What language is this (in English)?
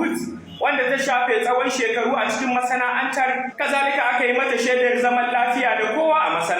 Hausa